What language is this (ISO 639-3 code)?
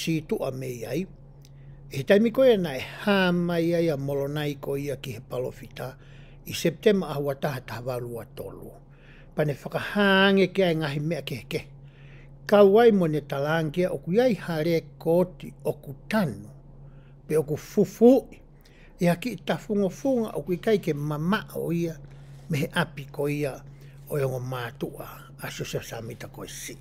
ton